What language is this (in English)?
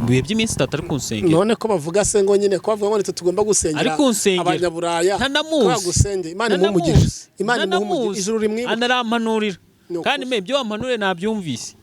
Kinyarwanda